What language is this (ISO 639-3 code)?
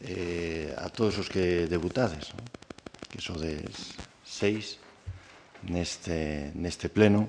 glg